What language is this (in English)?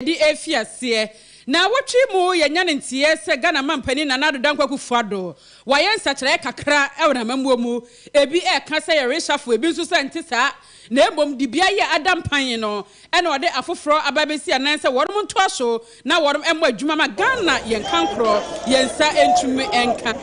Akan